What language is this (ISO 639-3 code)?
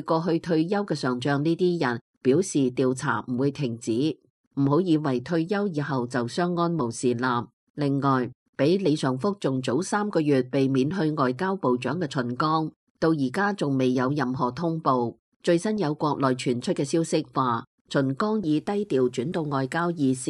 yue